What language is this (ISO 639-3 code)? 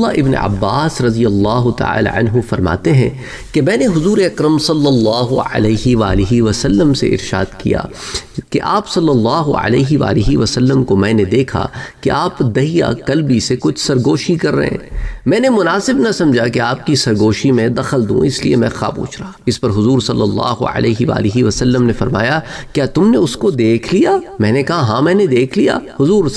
urd